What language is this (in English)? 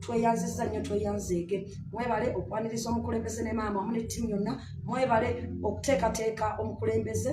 Ganda